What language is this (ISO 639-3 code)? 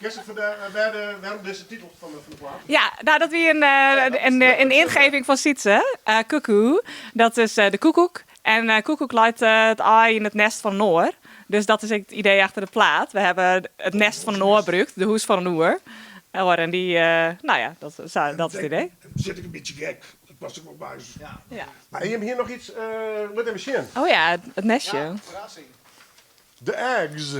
fry